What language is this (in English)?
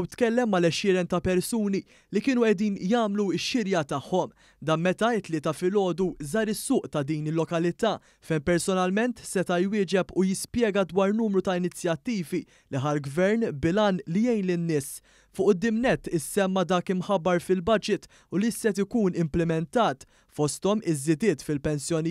Maltese